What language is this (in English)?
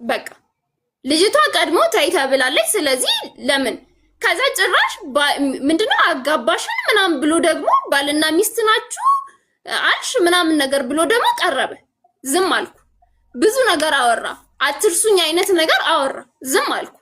Amharic